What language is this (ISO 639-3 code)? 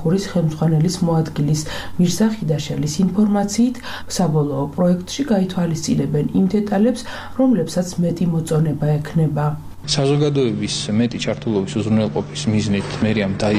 kat